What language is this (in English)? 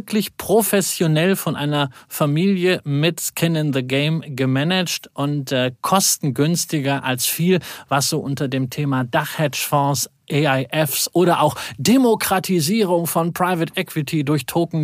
German